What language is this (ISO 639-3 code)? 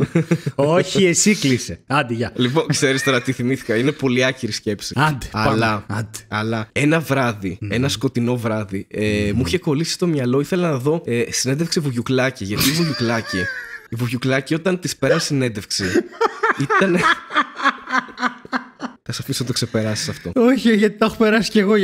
ell